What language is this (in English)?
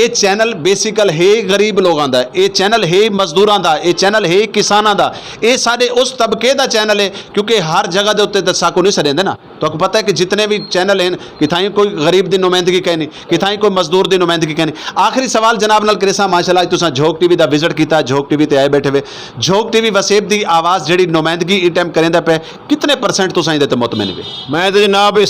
Saraiki